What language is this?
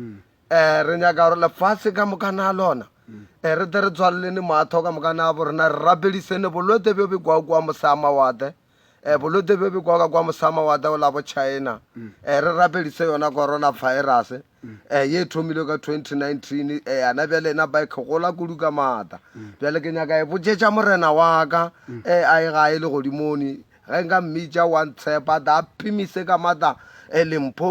Northern Sotho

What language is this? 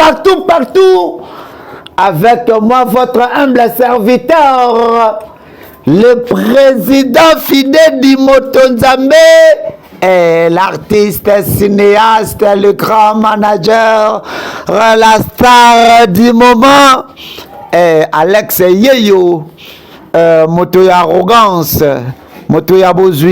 Lingala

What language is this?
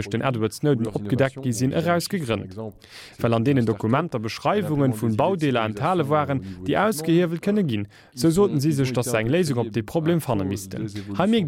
Luxembourgish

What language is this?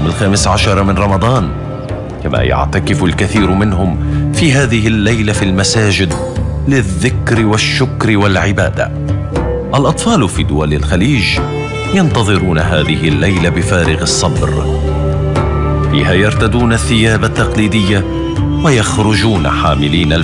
Arabic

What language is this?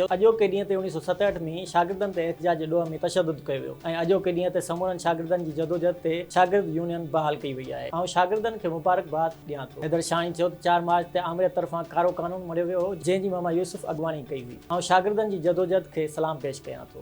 Sindhi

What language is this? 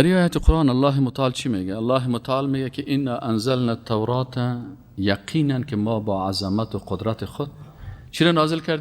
Persian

